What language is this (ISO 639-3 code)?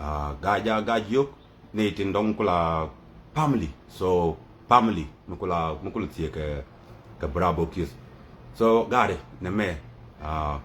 nus